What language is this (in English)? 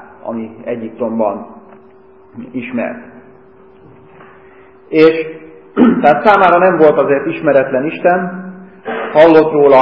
Hungarian